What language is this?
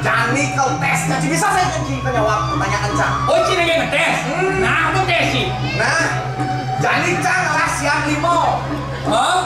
Balinese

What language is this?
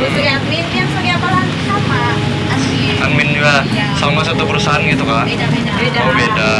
Banjar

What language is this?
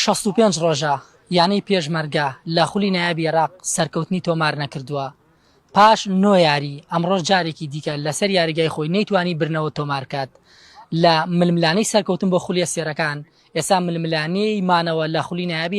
Central Kurdish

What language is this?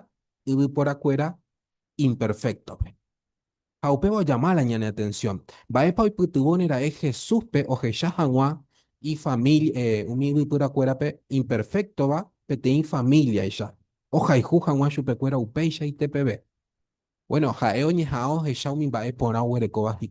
Guarani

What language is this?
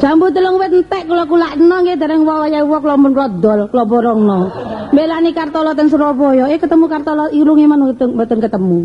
Javanese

